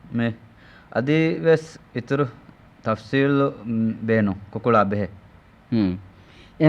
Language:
Divehi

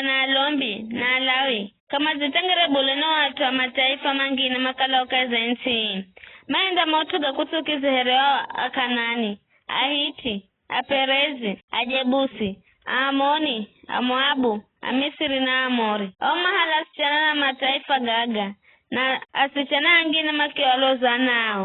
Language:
Giryama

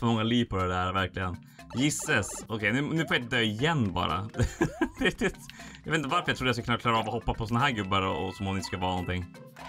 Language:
Swedish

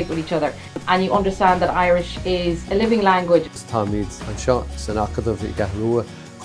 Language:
Irish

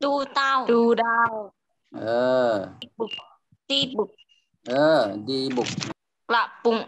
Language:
Shan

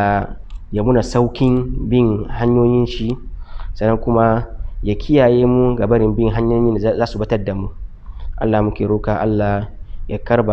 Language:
Hausa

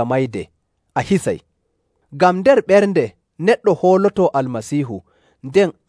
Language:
Nigerian Fulfulde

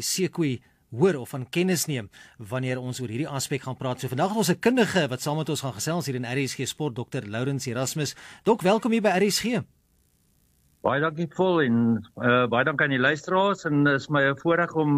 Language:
Afrikaans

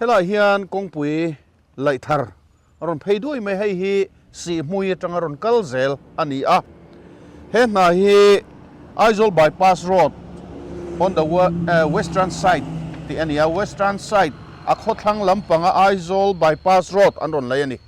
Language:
Mizo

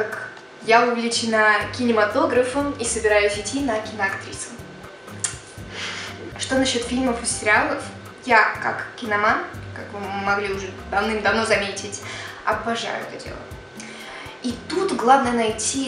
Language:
Russian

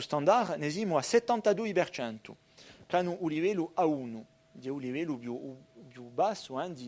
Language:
Corsican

